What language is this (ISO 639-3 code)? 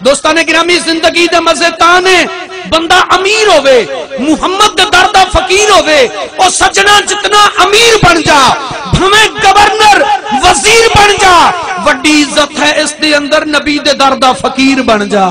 skr